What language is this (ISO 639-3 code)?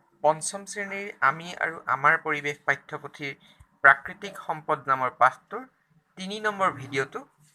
asm